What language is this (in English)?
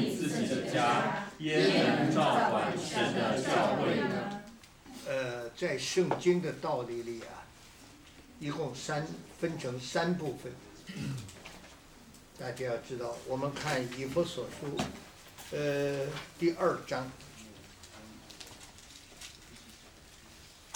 Chinese